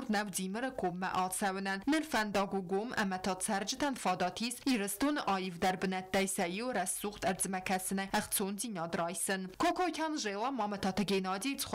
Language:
Ossetic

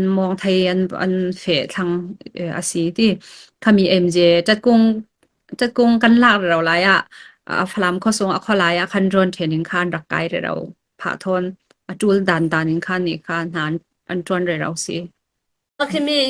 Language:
Falam Chin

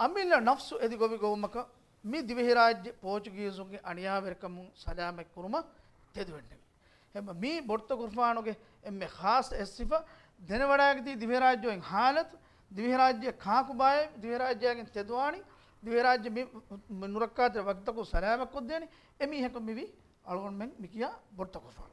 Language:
Divehi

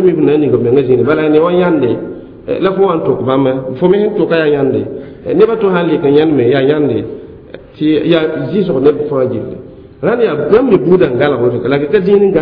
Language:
Mossi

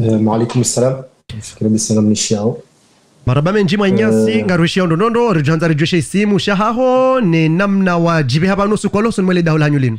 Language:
Ngazidja Comorian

